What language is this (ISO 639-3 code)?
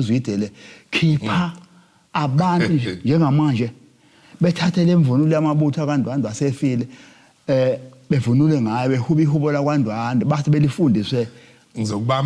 zul